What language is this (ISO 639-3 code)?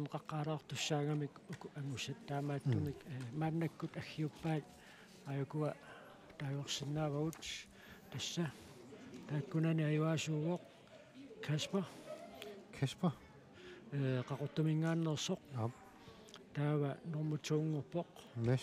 kal